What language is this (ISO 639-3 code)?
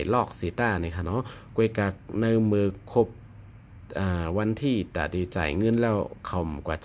shn